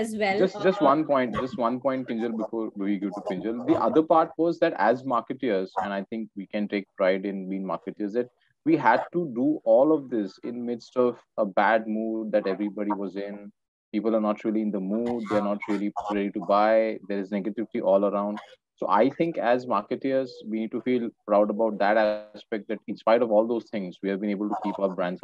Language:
English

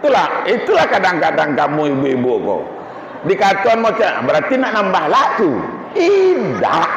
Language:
Minangkabau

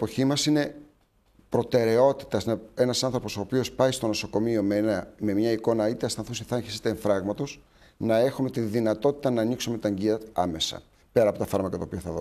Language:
Greek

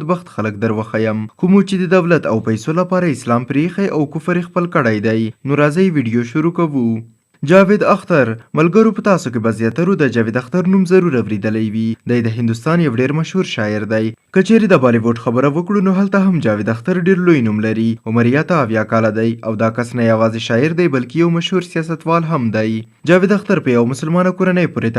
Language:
Pashto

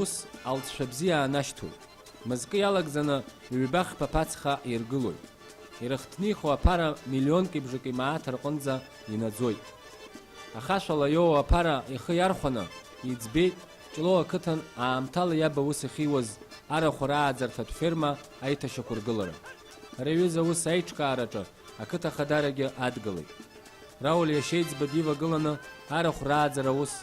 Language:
Abkhazian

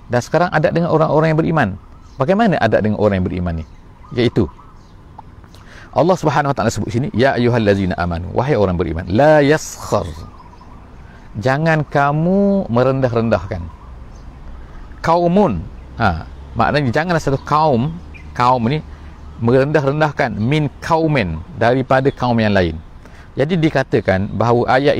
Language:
Malay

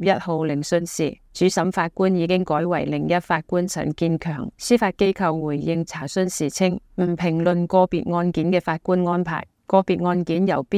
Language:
Cantonese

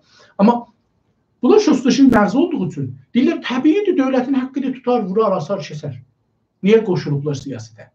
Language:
South Azerbaijani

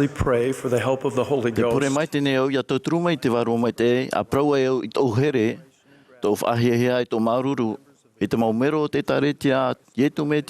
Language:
Tahitian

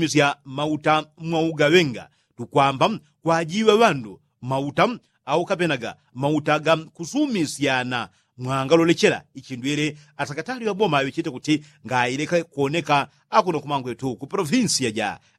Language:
Yao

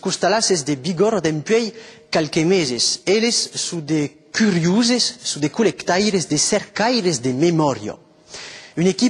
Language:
Occitan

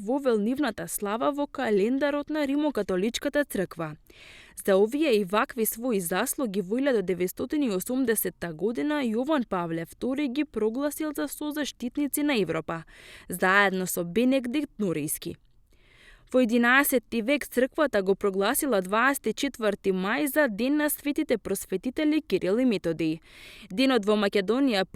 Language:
Macedonian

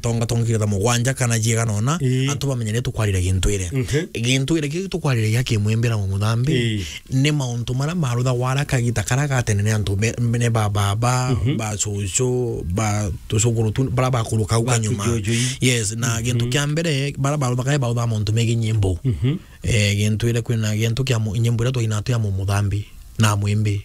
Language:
Meru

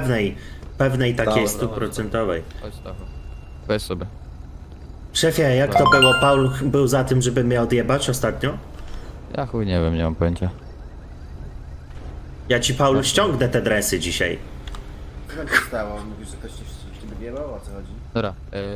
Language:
Polish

